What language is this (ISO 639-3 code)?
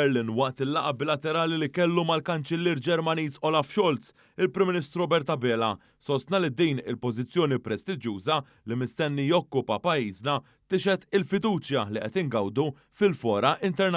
mlt